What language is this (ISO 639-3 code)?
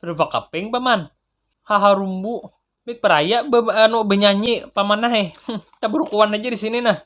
bjn